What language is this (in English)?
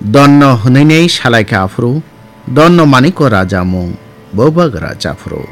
Kok Borok